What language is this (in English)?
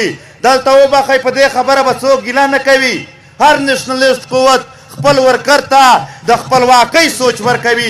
Pashto